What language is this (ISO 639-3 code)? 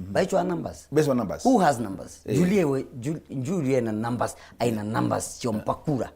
mer